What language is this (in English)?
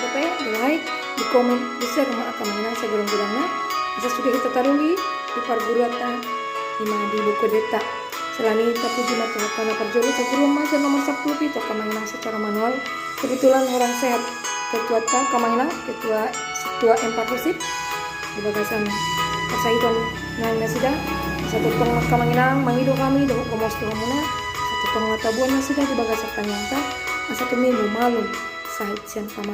Batak Toba